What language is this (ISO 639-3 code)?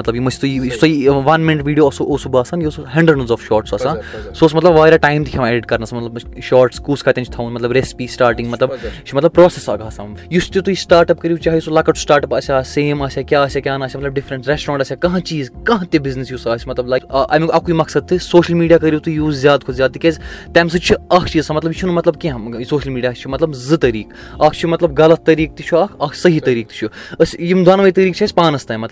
kas